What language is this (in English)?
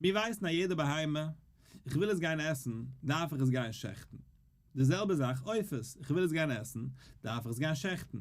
Yiddish